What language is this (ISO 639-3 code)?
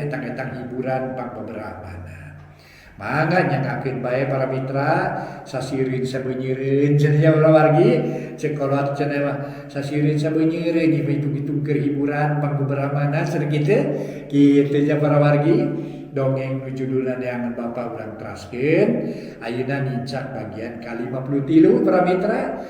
sun